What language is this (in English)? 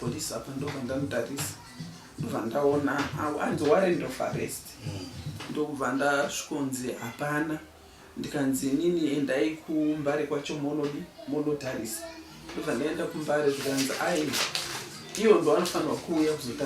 Shona